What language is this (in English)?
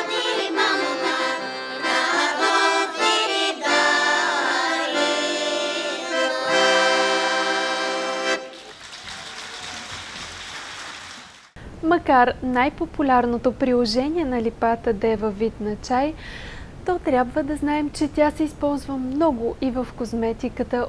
Bulgarian